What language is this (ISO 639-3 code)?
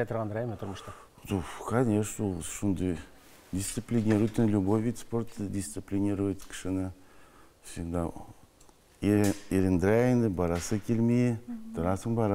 tat